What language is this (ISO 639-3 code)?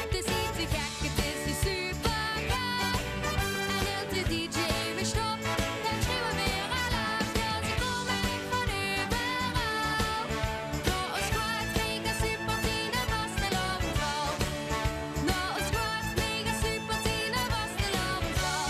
lim